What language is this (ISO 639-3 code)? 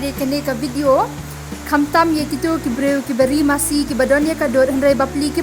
kha